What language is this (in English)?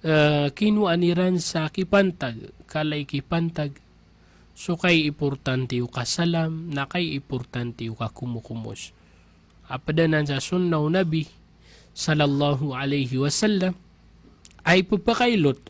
Maranao